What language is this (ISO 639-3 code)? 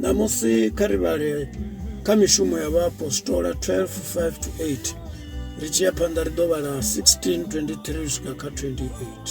ven